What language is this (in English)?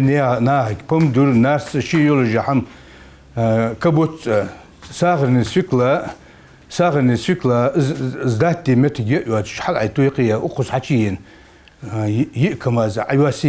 Ingush